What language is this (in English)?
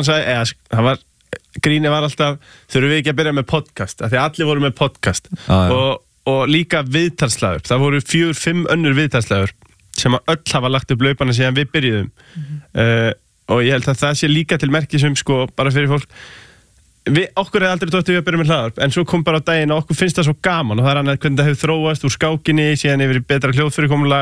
Icelandic